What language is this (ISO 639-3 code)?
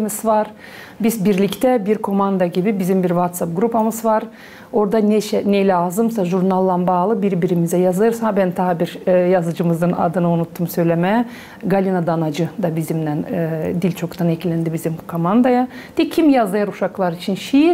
gag